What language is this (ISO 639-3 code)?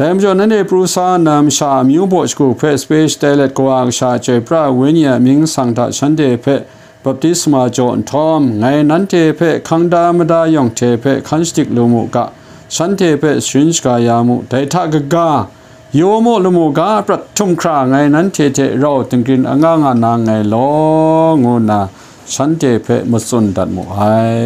kac